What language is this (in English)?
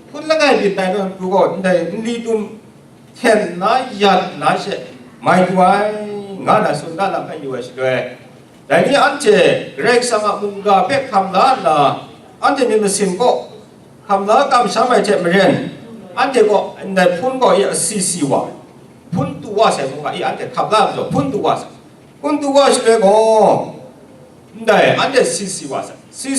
Kachin